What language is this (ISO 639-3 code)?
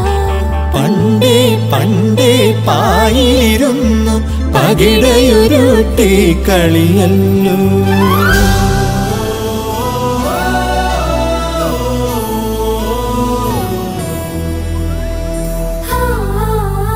mal